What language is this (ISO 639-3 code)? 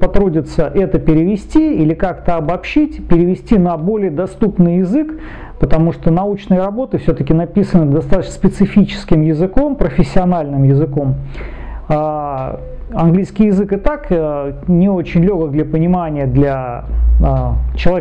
rus